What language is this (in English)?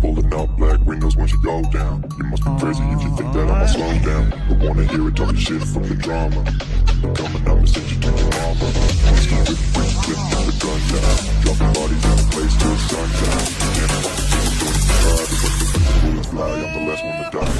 Mizo